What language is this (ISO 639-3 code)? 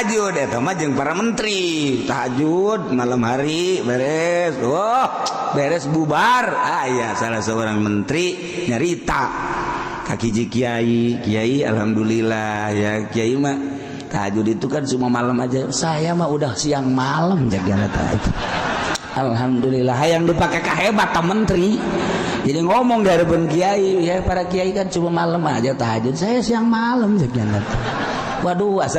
sun